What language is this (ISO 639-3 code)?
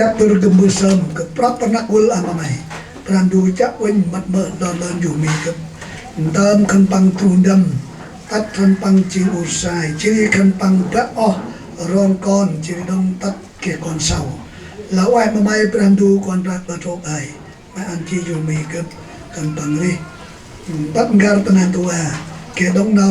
cmo